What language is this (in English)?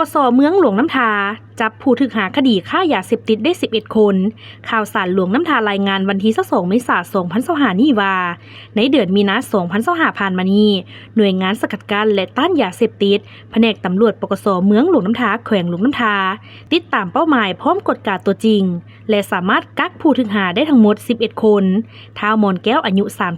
Lao